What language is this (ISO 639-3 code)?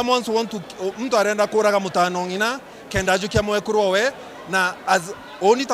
mer